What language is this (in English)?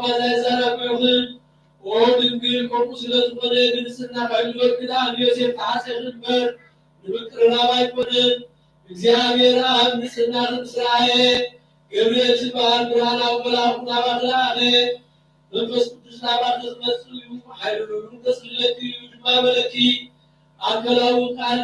Tigrinya